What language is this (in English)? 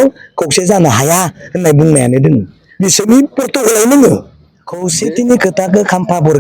Bodo